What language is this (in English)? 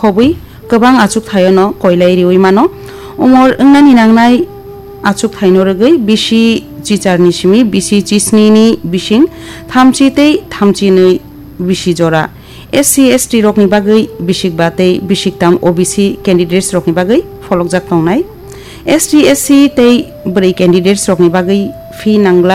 Kok Borok